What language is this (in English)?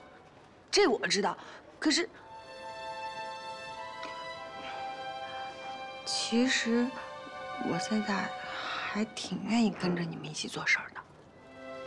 Chinese